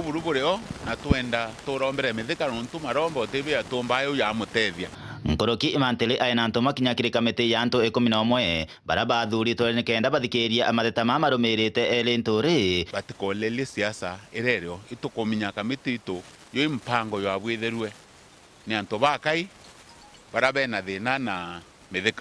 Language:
Meru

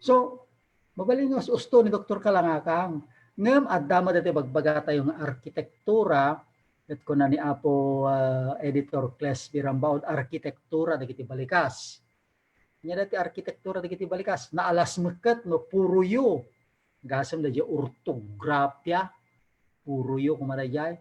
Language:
Iloko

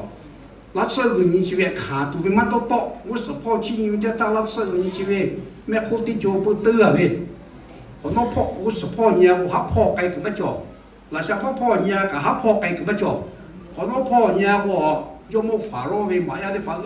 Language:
Lahu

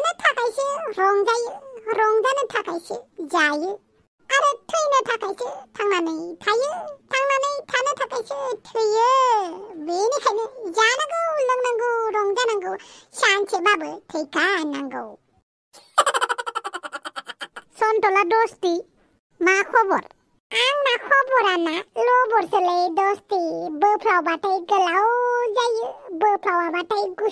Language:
Bodo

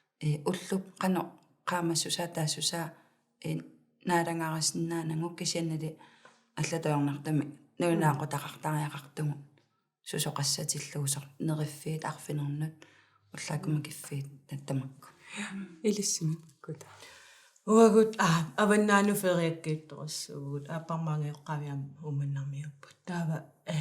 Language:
Kalaallisut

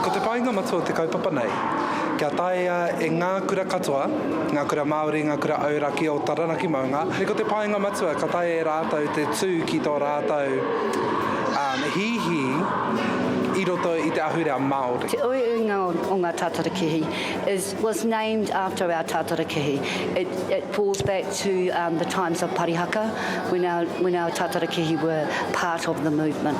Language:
Māori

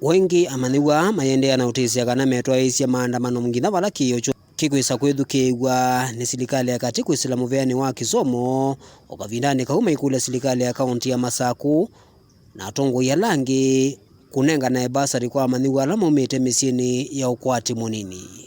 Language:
Kamba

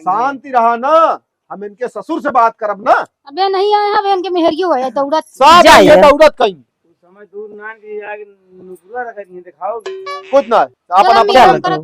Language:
Awadhi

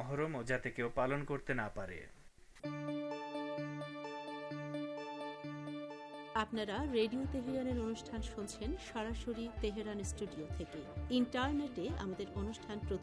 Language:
Bangla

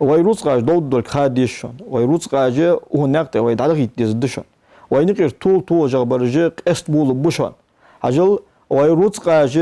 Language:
Ingush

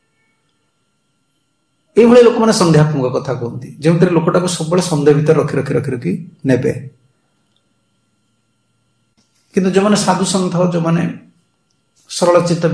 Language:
Odia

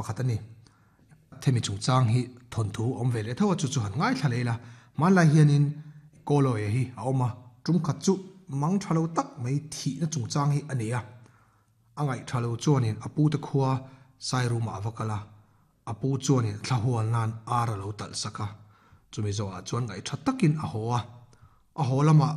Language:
Mizo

